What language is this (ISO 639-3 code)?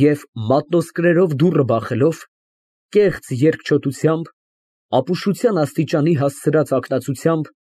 hye